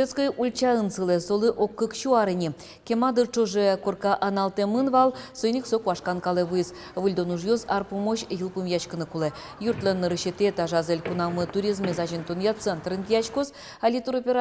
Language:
Udmurt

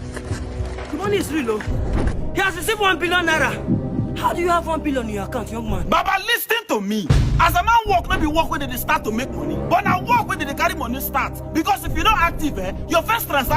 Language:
Nigerian Pidgin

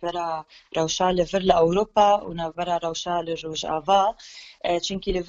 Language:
Kurdish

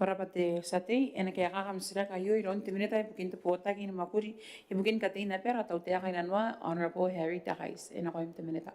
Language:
Gilbertese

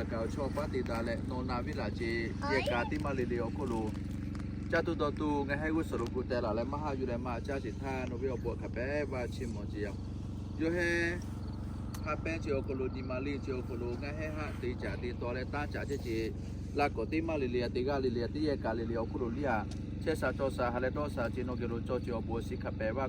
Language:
Lahu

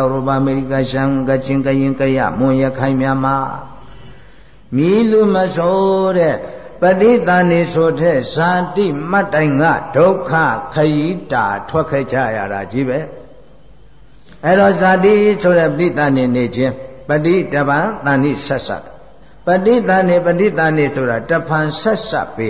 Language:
Burmese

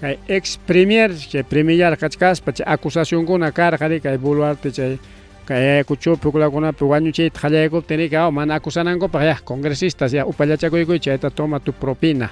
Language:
Ayacucho Quechua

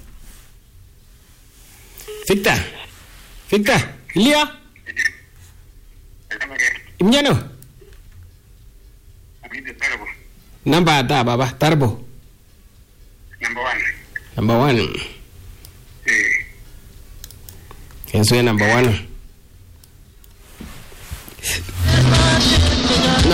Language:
Swahili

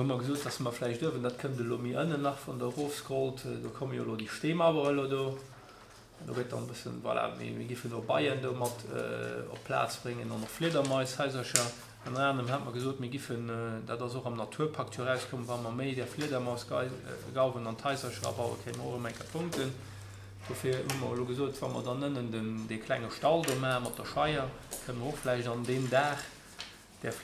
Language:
Luxembourgish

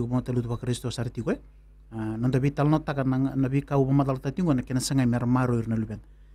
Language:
Fijian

